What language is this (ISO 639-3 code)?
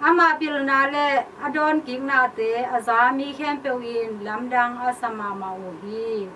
ctd